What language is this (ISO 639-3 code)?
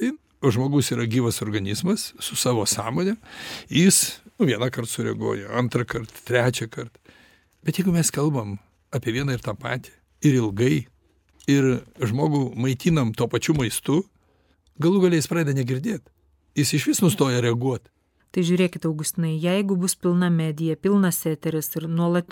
lit